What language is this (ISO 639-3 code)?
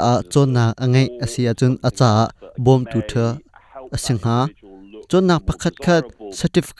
cnh